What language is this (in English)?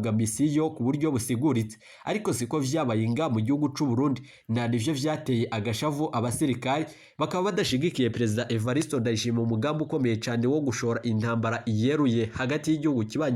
Rundi